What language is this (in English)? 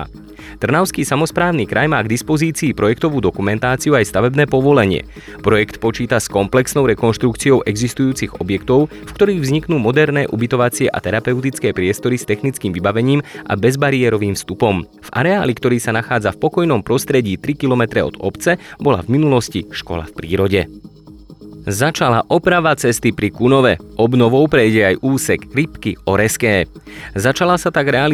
Slovak